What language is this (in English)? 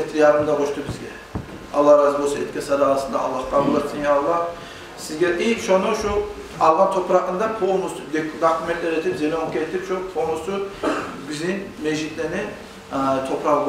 Kumyk